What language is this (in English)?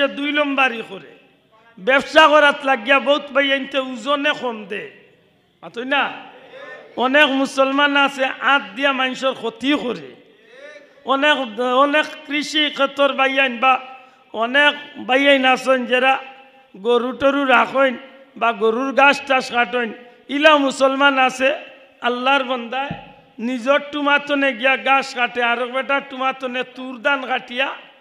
Sylheti